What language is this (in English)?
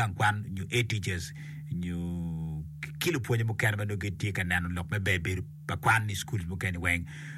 Acoli